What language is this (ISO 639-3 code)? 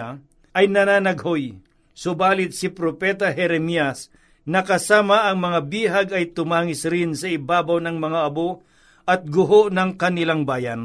fil